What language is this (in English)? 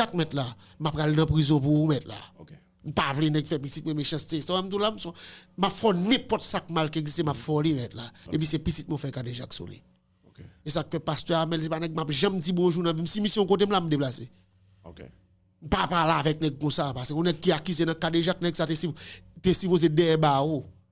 Haitian Creole